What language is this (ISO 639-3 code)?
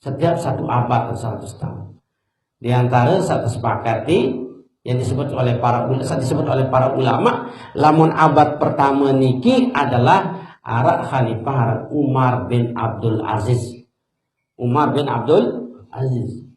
sas